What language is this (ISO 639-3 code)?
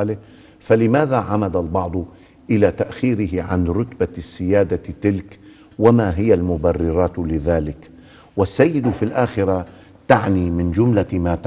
ara